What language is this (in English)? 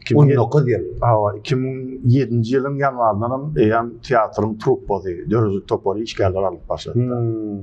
Turkmen